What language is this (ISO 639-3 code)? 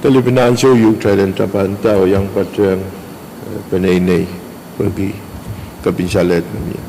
pon